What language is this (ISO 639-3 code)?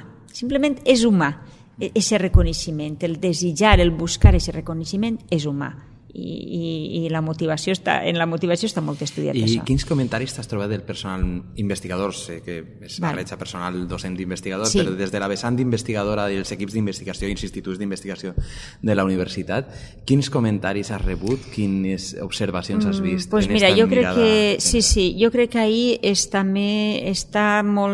cat